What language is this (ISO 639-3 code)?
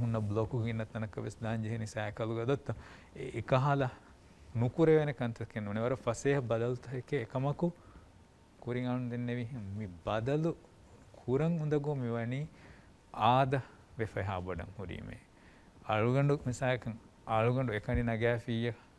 div